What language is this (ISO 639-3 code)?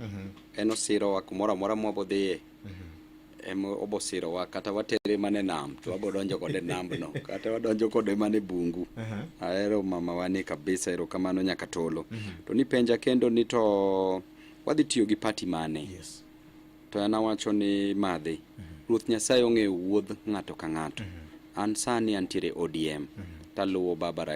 luo